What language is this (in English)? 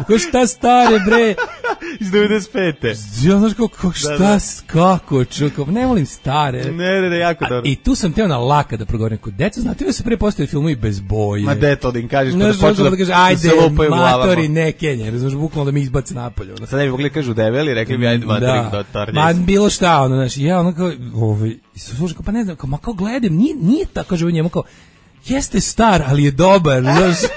Serbian